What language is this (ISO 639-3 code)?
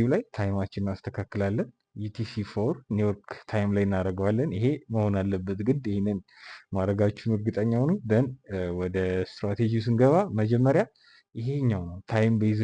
amh